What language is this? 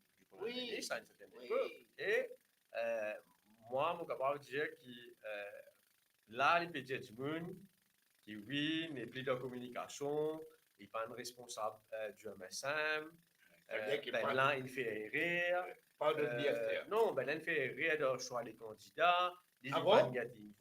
Morisyen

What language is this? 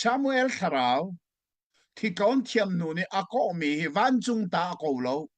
Hakha Chin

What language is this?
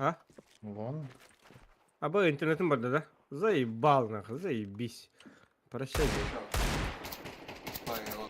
Yakut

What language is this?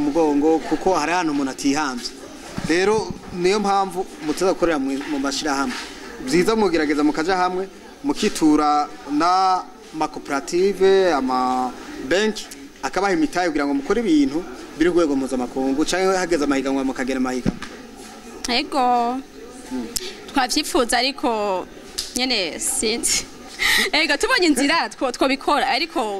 Rundi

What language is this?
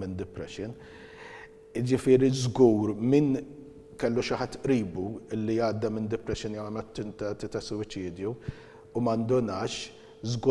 Maltese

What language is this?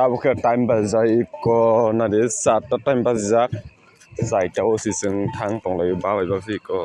Kok Borok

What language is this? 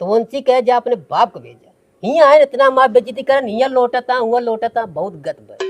Awadhi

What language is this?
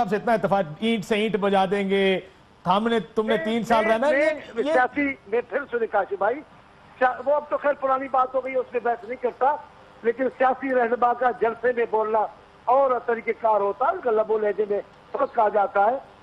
Urdu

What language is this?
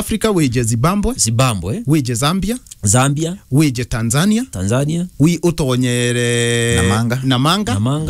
Meru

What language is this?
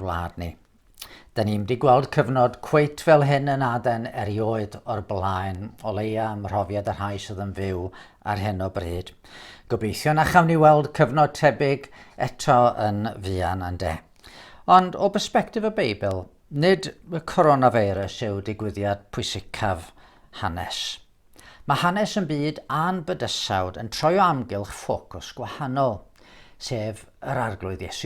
Welsh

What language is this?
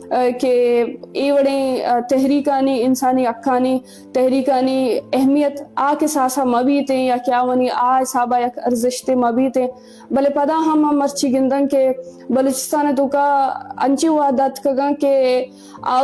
Eastern Balochi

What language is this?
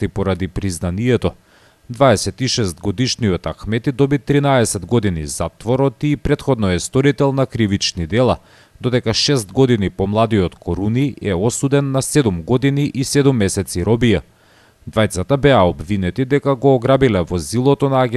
Macedonian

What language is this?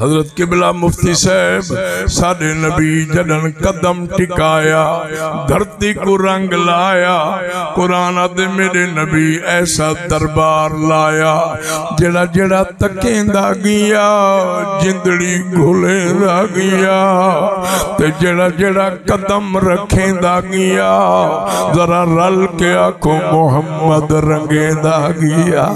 Saraiki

